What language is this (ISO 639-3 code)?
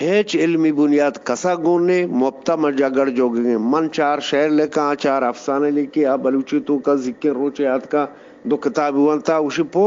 bgp